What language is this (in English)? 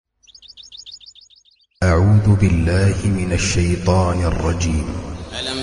Malayalam